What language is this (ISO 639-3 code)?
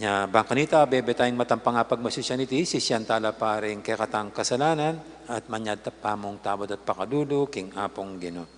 pam